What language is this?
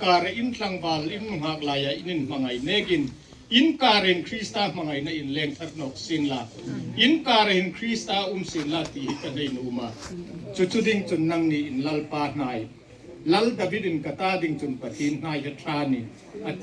Hmar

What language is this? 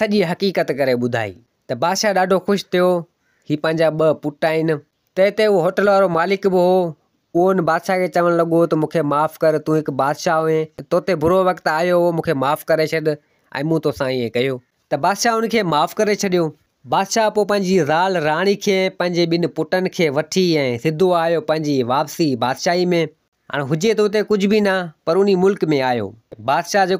Sindhi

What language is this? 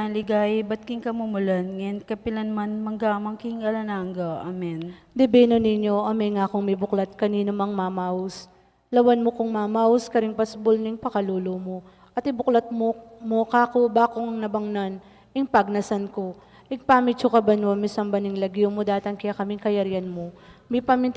Pampanga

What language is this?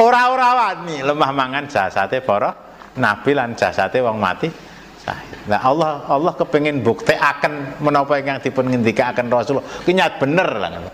Javanese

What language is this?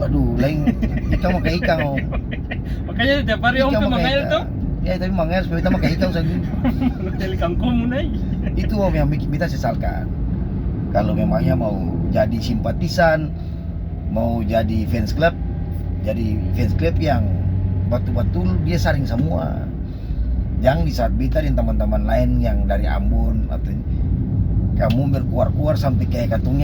Ambonese Malay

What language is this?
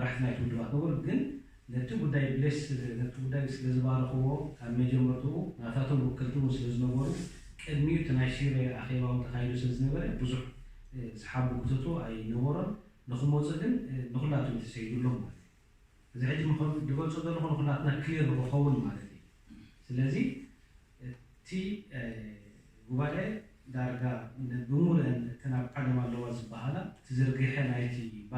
Tigrinya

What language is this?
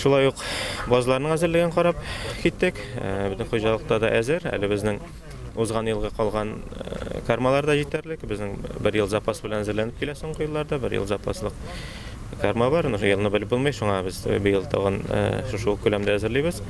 Tatar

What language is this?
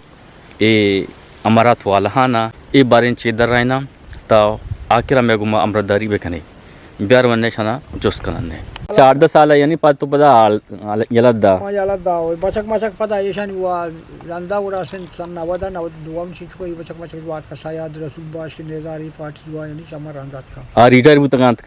Eastern Balochi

